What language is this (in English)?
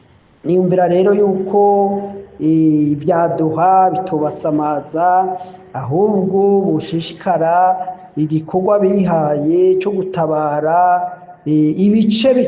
Rundi